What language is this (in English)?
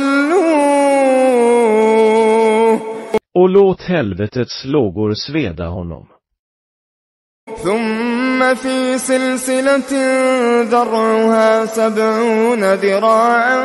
Swedish